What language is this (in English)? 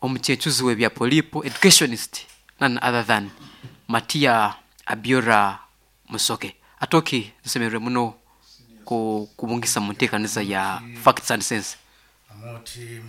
Nyoro